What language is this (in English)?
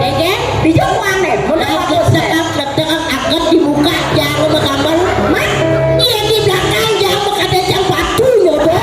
Balinese